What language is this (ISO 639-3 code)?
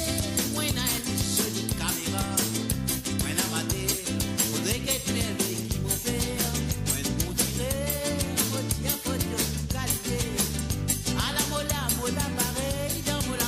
mfe